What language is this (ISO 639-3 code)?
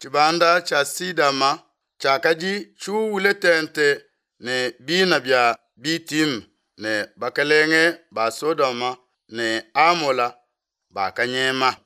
lua